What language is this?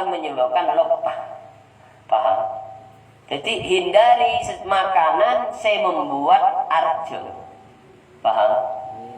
Madurese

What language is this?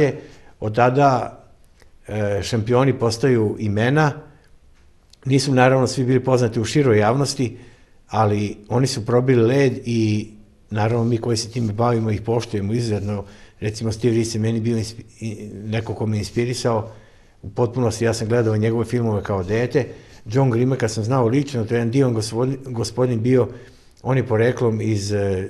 Serbian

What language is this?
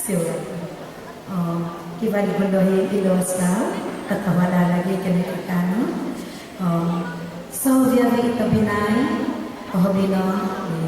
Central Dusun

